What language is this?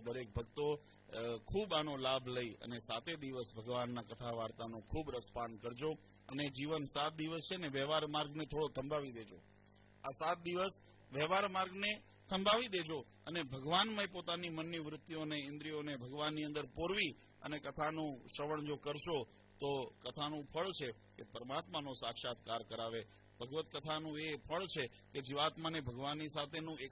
Gujarati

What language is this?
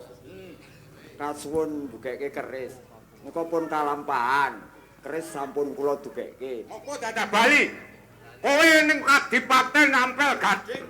Javanese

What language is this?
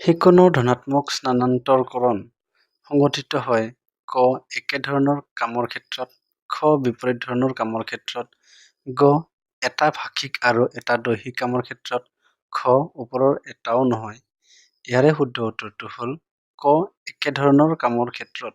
Assamese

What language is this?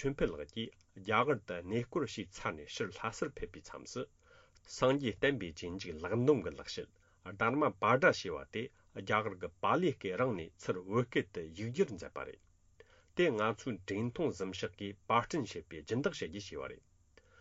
Tibetan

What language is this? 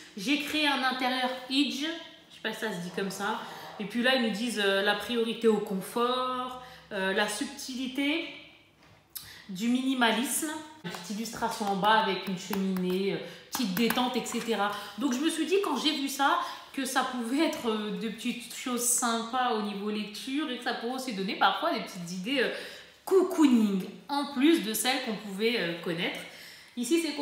French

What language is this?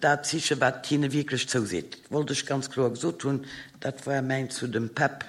Luxembourgish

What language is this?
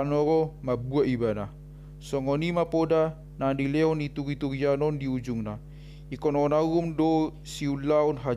Batak Toba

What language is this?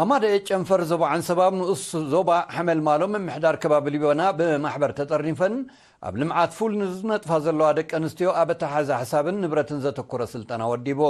Tigrinya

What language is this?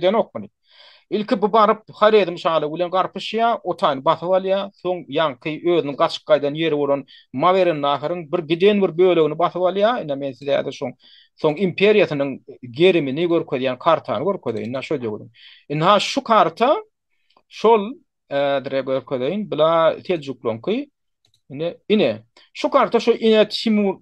Turkmen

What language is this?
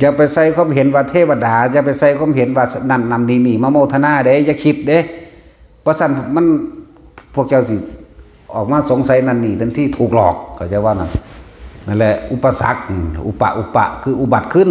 Northeastern Thai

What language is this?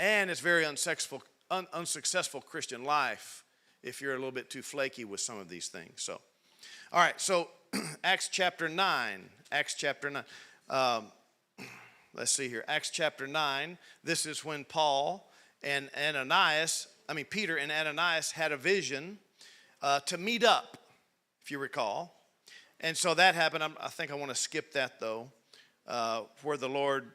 English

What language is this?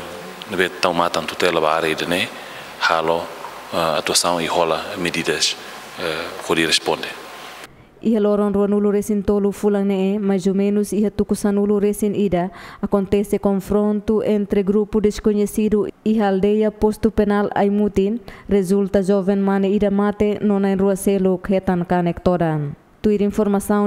Tetum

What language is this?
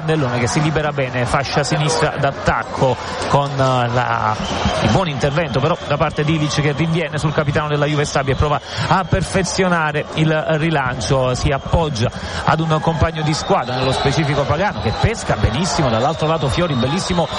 Italian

